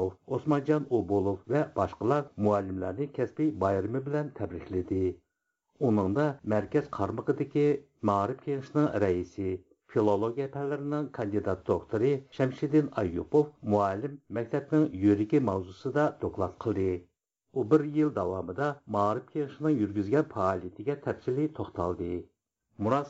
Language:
Uyghur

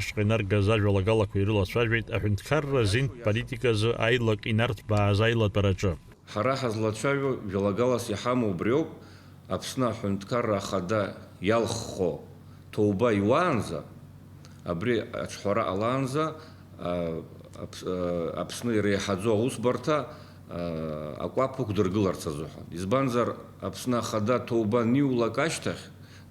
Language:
Abkhazian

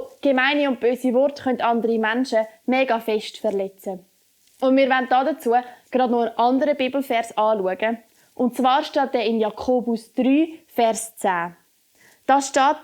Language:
Swiss German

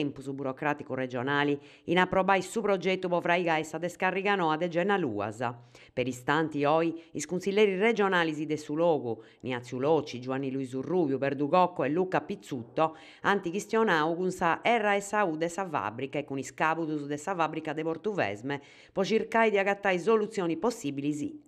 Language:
Sardinian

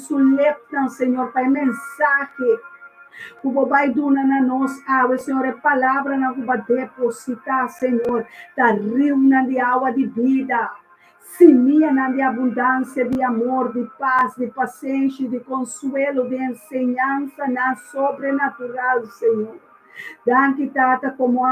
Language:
Papiamento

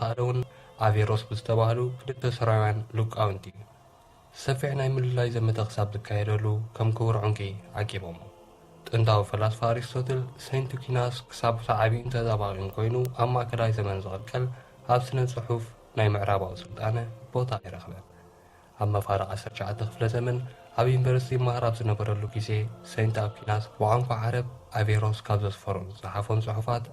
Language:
Tigrinya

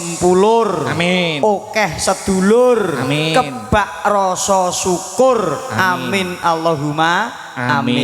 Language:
Javanese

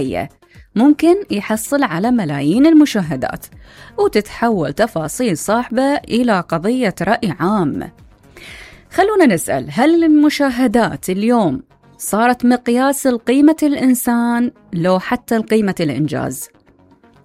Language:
Mesopotamian Arabic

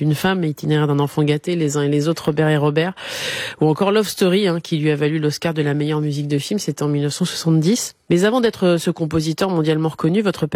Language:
French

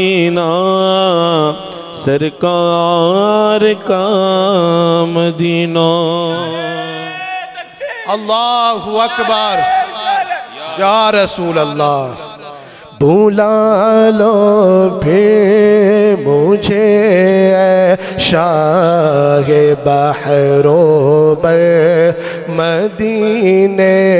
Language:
Urdu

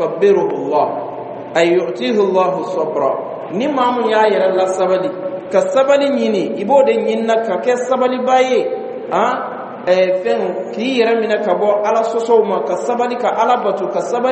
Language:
Bambara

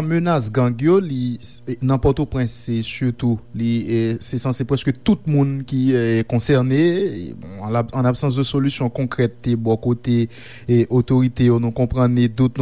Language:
Haitian Creole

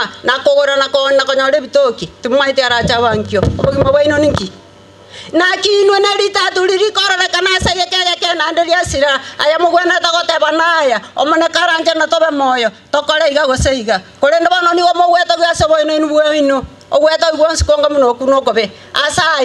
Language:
Gusii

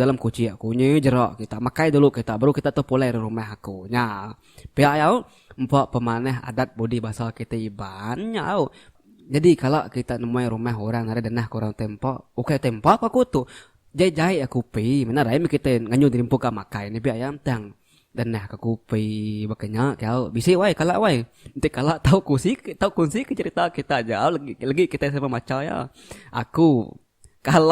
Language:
Iban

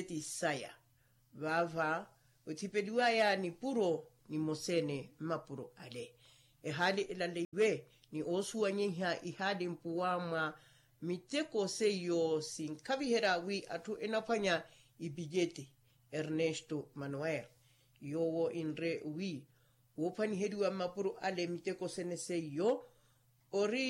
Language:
Makhuwa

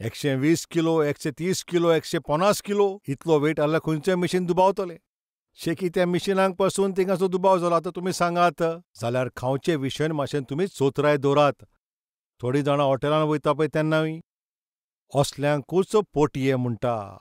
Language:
Konkani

